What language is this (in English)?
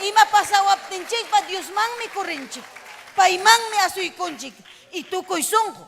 Ayacucho Quechua